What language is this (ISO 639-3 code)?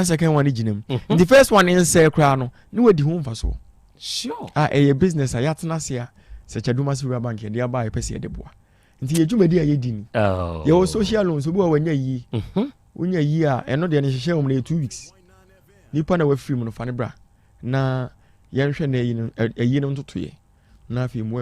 aka